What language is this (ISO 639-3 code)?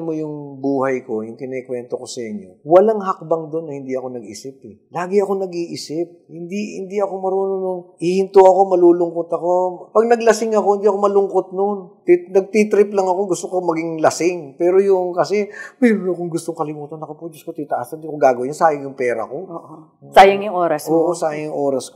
fil